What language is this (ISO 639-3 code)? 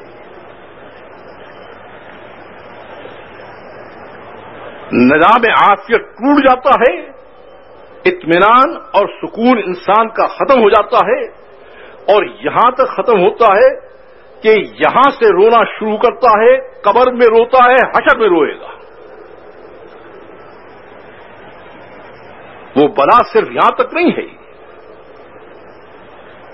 urd